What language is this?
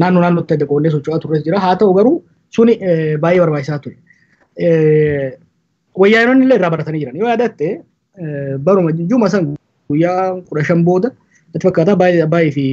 Oromo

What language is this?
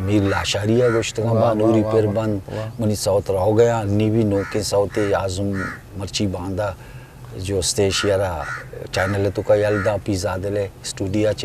Eastern Balochi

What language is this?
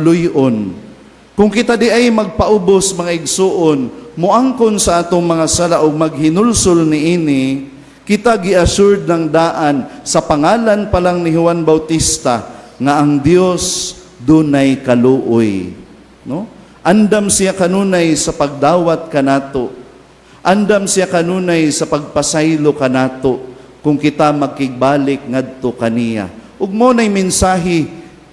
Cebuano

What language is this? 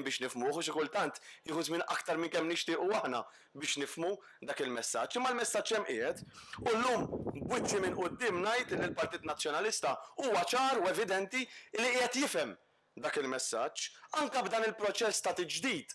Maltese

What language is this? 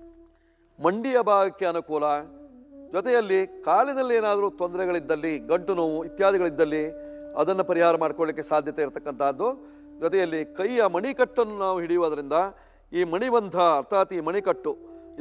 Kannada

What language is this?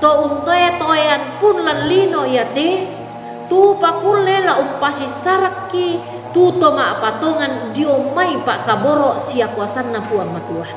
Toraja-Sa'dan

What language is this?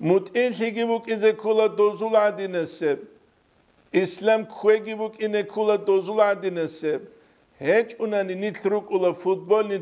Avaric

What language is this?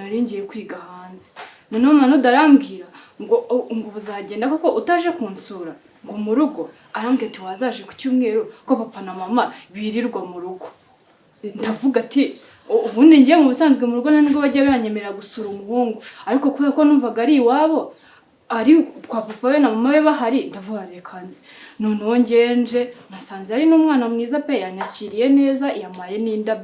Kinyarwanda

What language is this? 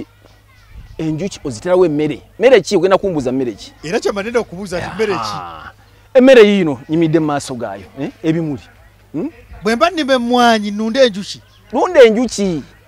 Ganda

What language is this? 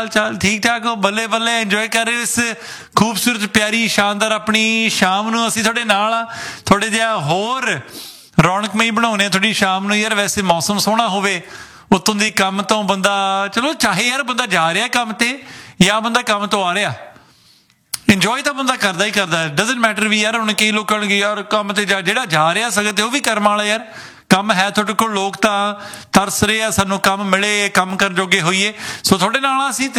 Punjabi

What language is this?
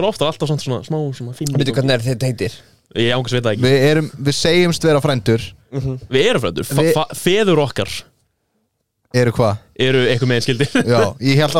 Icelandic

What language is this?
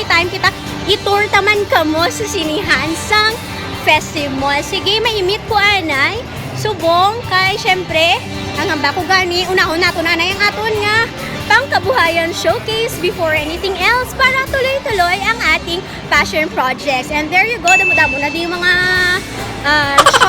Hiligaynon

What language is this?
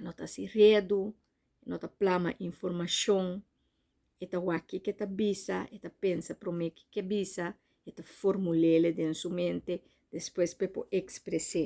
Papiamento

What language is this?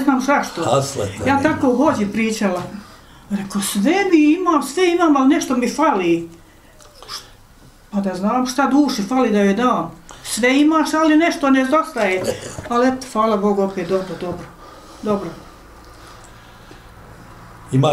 Bosnian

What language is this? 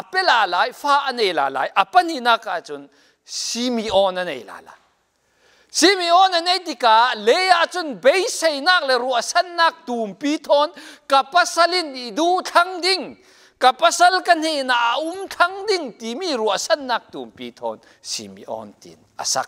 Falam Chin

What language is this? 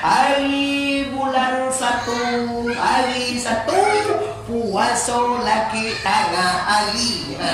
Minangkabau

